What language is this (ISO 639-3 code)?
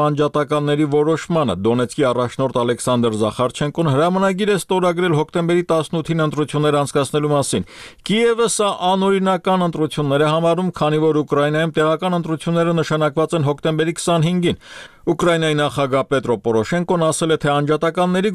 hye